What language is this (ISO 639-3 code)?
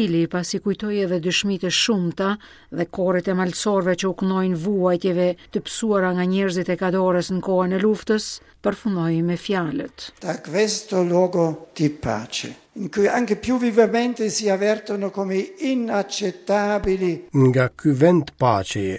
sqi